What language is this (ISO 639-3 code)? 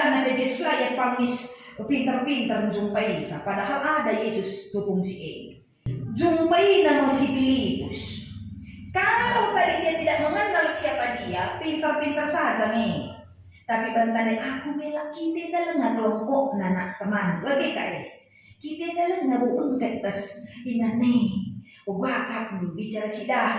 btx